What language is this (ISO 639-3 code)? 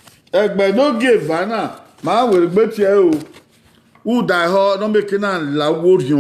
bin